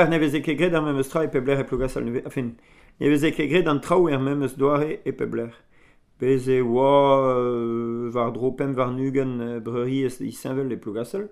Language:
Breton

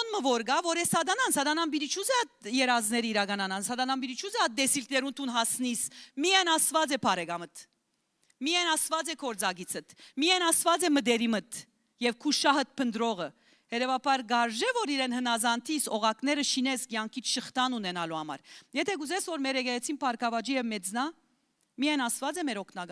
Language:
Western Armenian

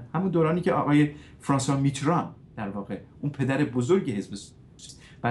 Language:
Persian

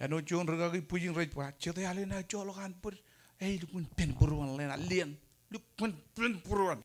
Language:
Marshallese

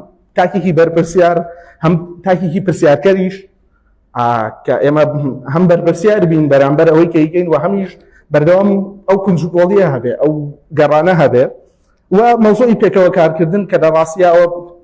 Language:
Central Kurdish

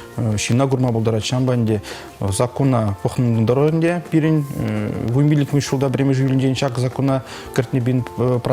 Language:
Chuvash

